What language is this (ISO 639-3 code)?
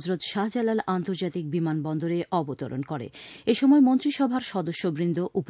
ben